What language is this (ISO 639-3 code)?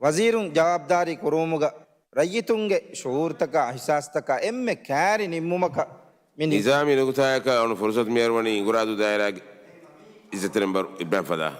div